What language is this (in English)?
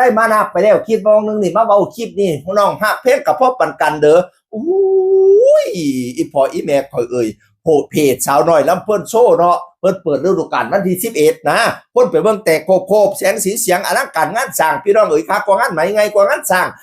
Northeastern Thai